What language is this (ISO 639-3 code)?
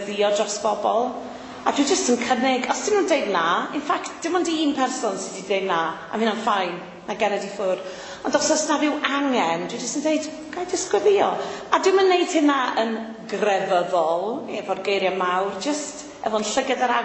cym